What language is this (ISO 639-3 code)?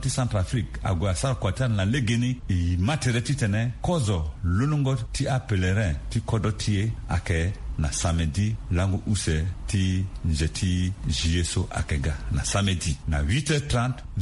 sag